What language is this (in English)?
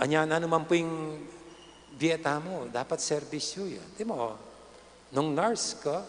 Pampanga